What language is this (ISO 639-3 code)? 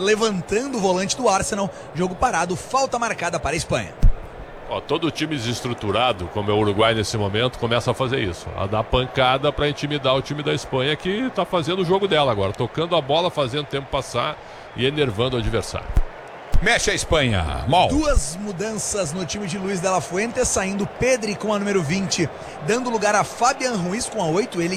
por